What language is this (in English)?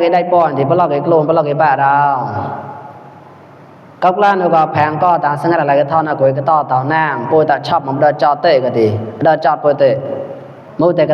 Mon